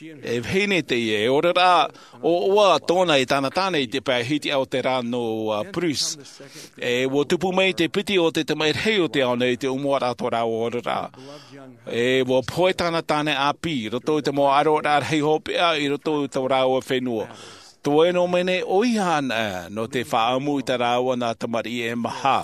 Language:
Tahitian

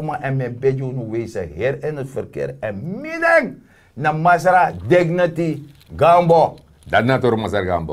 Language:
Sranan Tongo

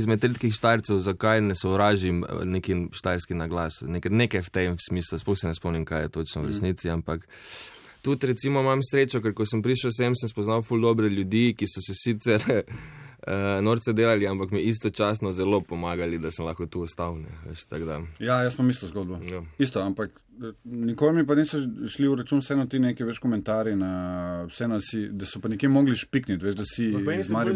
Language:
Slovenian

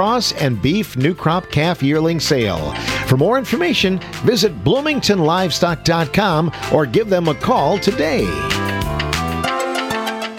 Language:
English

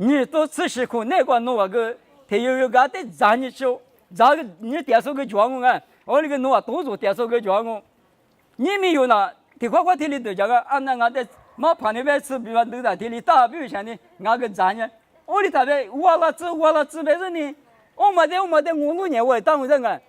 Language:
Lisu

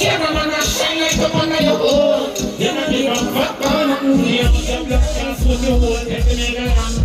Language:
Jamaican Creole English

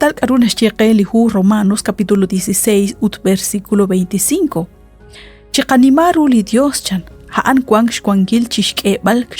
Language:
Kekchí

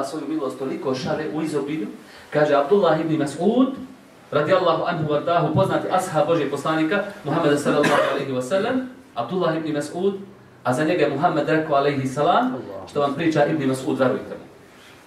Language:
Bosnian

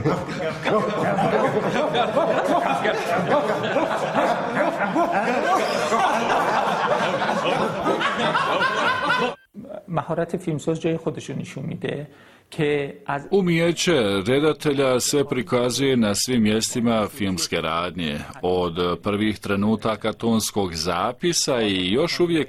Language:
Bosnian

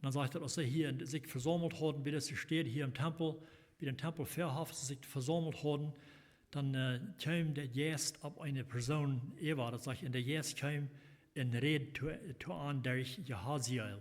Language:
Plautdietsch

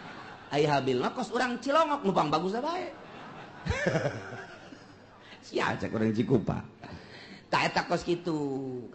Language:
Sundanese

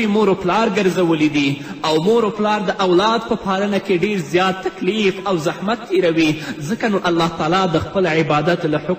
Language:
Pashto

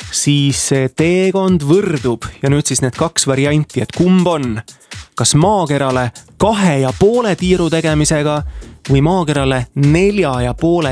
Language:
Estonian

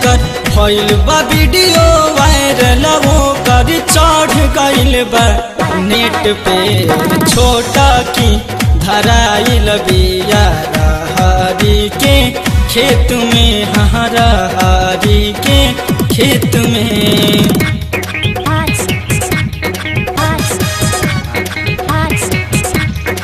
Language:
Bhojpuri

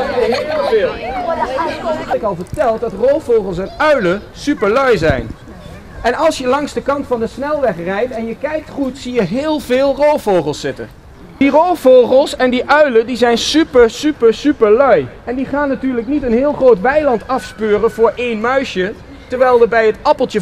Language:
Dutch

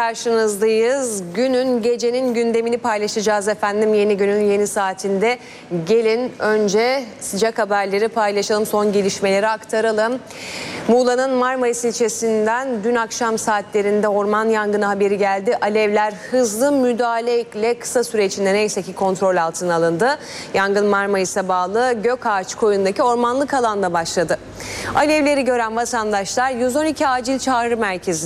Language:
Turkish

